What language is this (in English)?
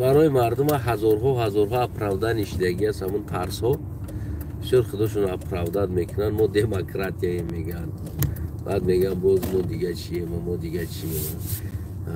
Tajik